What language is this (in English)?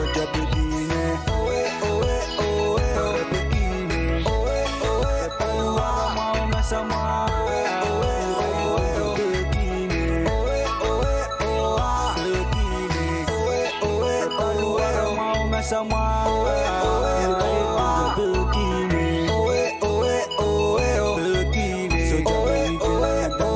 Pohnpeian